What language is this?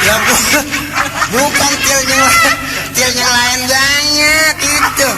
Betawi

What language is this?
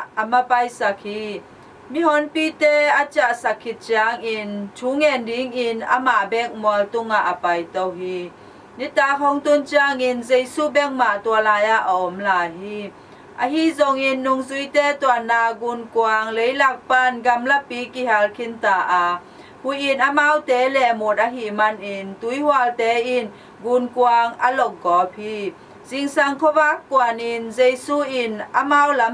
Tedim Chin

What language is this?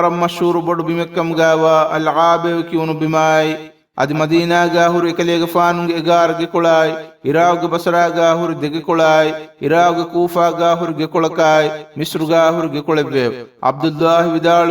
Divehi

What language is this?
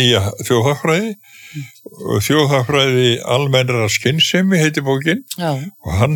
Icelandic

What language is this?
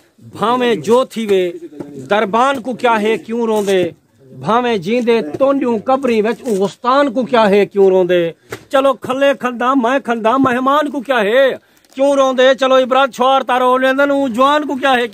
Saraiki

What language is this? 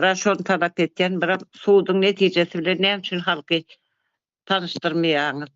Turkmen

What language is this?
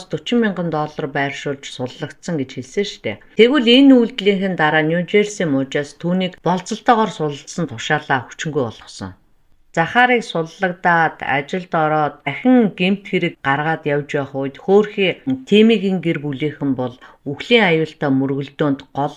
Mongolian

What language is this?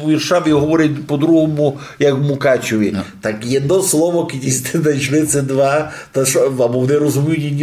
Rusyn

